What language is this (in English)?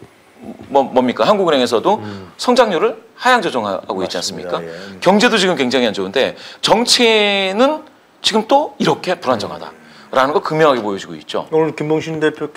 Korean